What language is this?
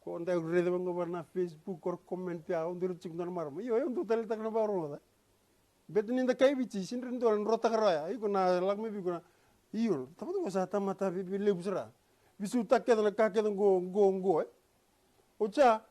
Fijian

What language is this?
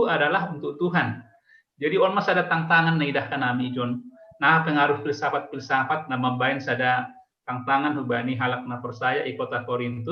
Batak Simalungun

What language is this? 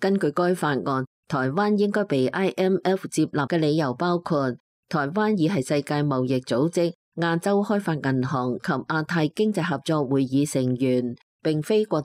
Cantonese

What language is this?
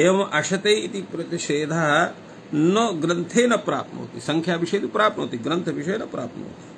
Sanskrit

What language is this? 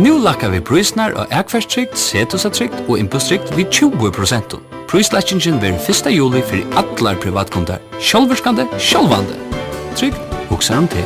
Faroese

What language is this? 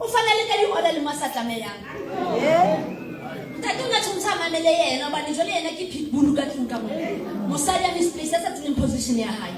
Southern Sotho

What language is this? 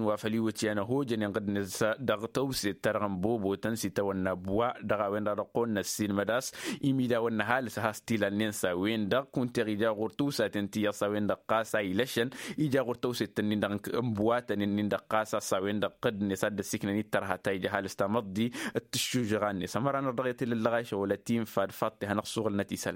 Tamasheq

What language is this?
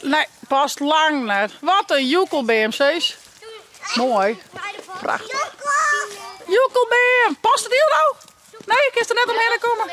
Western Frisian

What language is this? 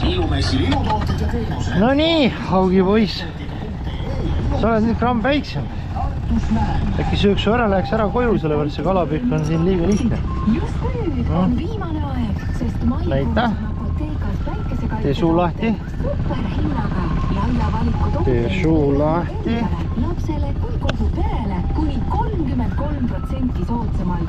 Estonian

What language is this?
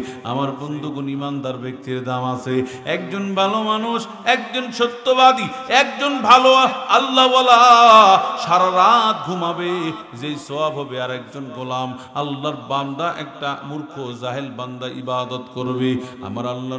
Bangla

